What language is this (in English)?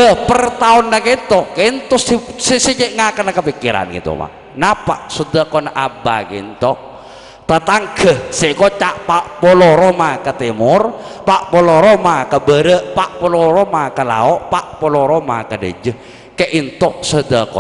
Madurese